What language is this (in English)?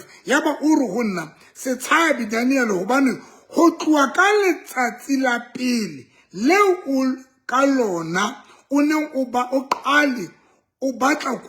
Southern Sotho